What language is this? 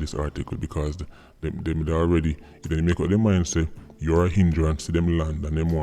Jamaican Creole English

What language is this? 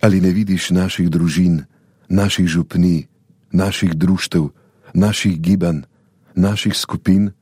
Slovenian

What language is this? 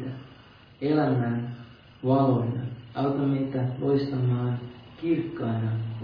Finnish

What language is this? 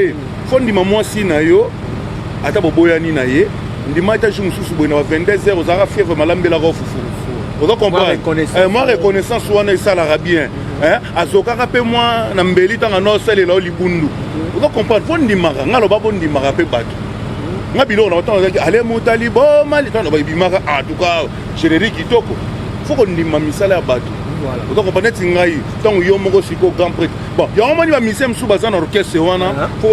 Lingala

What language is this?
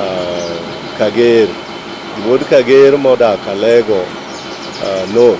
Luo (Kenya and Tanzania)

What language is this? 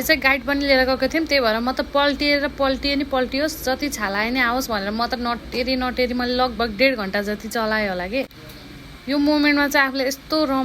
Nepali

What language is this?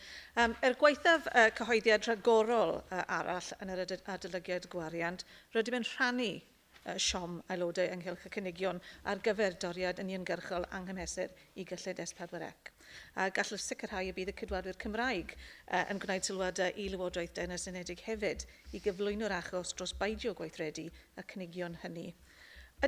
Welsh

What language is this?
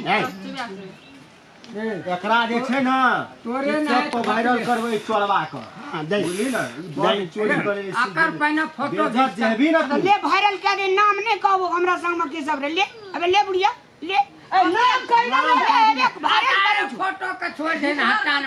Maithili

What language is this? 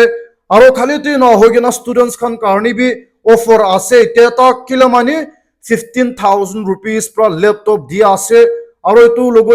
Naga Pidgin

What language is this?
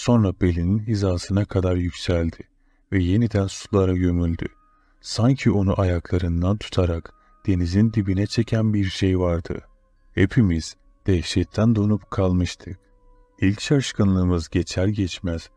Turkish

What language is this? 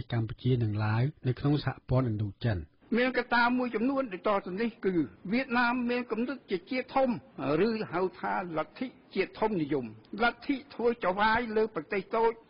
Khmer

